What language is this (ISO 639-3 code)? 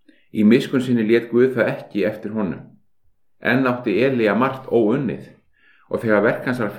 isl